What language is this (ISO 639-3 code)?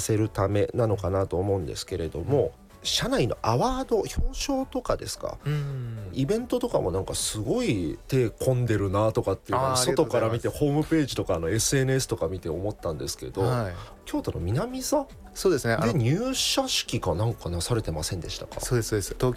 jpn